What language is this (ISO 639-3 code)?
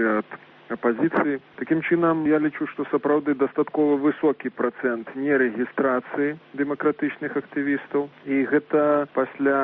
bel